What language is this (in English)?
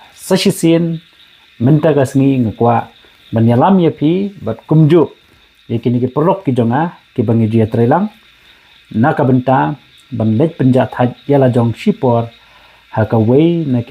Khasi